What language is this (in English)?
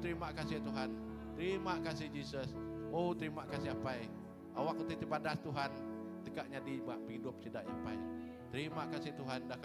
Iban